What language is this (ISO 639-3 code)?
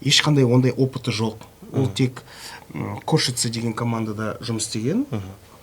kaz